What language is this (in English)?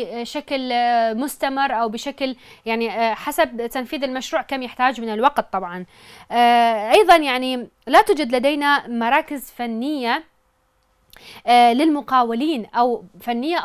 Mesopotamian Arabic